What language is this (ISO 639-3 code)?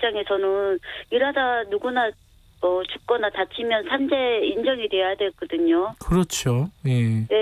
kor